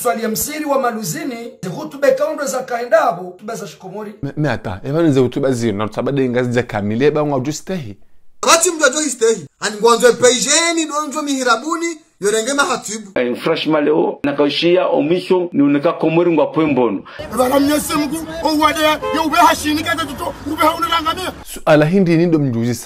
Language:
Ngazidja Comorian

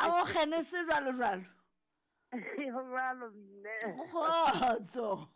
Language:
Southern Sotho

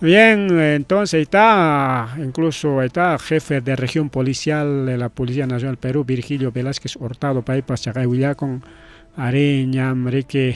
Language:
Ayacucho Quechua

